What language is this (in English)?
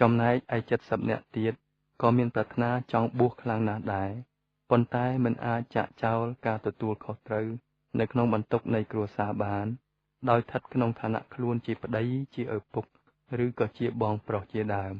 Khmer